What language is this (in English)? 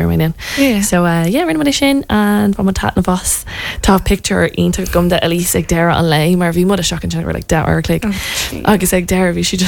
Irish